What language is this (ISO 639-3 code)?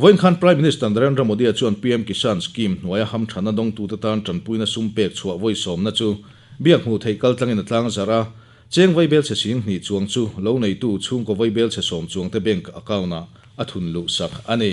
lus